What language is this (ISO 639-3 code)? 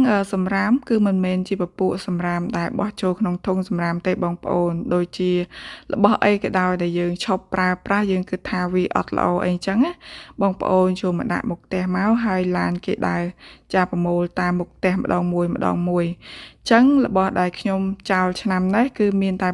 khm